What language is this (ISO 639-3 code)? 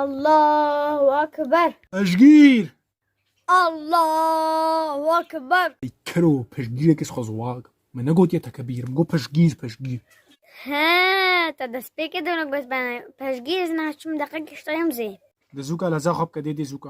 kur